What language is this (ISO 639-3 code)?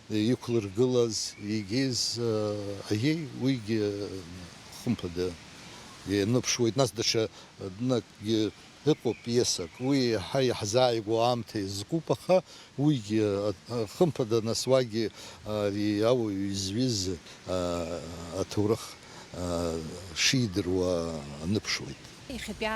abk